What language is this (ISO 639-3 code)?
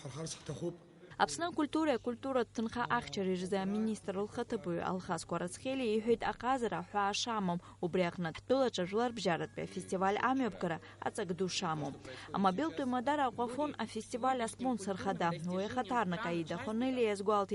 abk